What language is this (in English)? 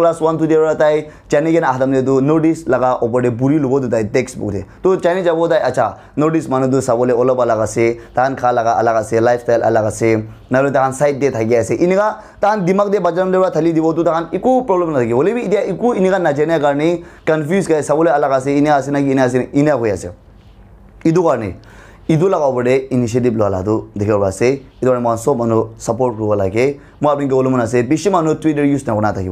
Naga Pidgin